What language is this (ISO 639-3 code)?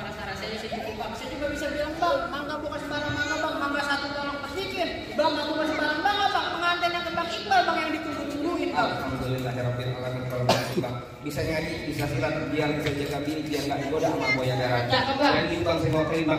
bew